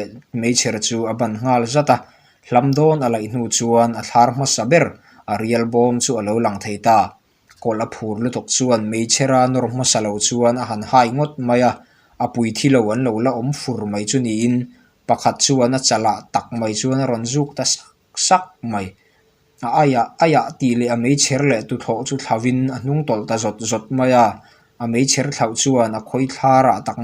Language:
Mizo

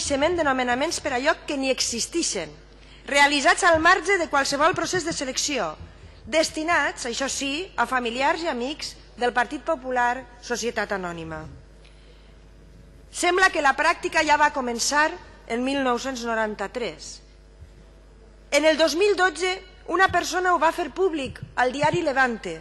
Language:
Catalan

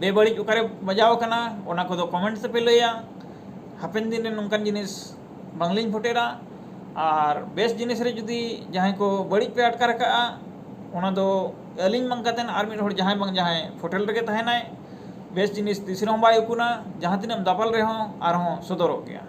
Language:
Santali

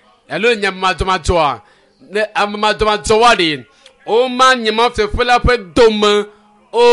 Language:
Ewe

